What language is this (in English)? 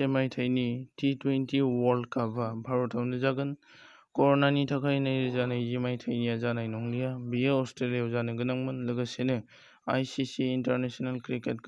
Bodo